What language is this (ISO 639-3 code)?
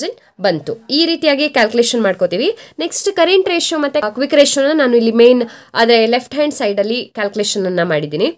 kan